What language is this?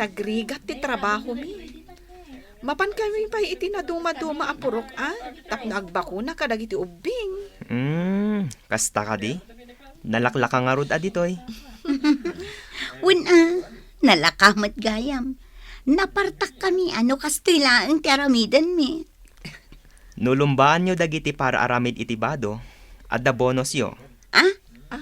Iloko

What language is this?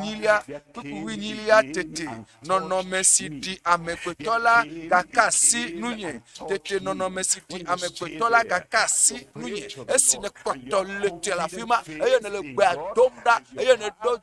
Ewe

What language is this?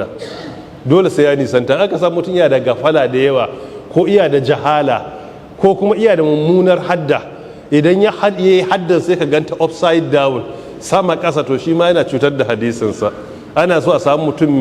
Hausa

